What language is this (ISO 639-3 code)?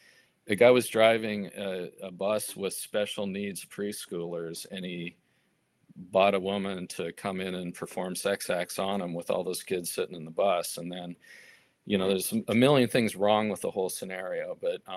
eng